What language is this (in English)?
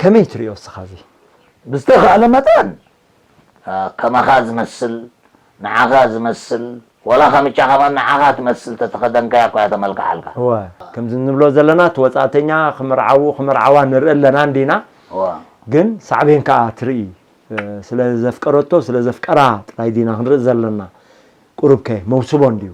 Tigrinya